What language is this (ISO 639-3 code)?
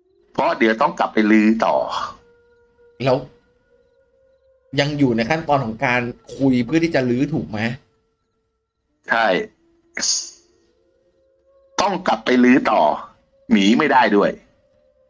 tha